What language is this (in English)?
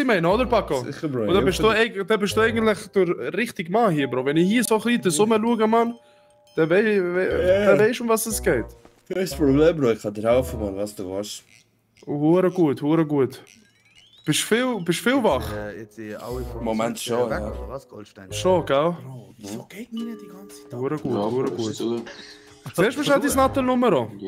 Swiss German